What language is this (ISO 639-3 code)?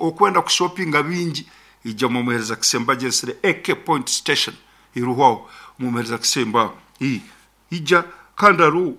nyn